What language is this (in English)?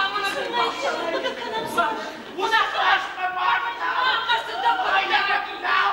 Ossetic